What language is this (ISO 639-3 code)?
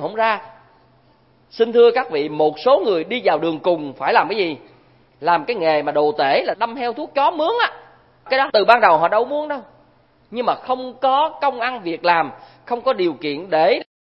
vie